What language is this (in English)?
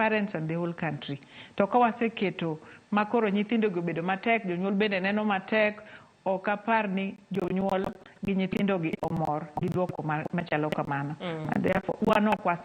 Luo (Kenya and Tanzania)